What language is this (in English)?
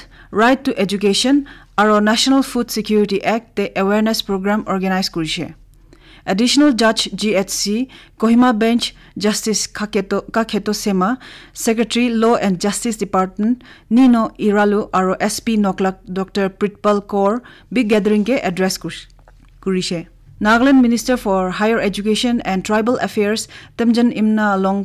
Naga Pidgin